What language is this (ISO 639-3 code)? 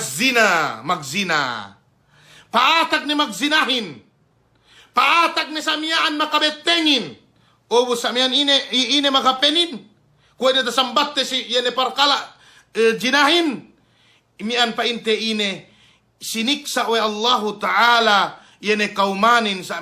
yka